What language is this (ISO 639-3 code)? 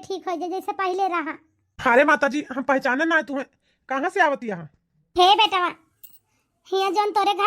awa